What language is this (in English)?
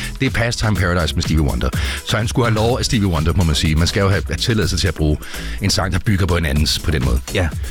Danish